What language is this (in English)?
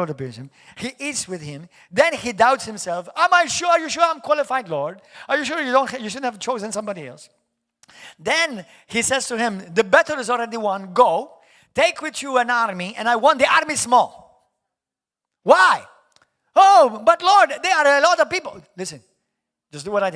English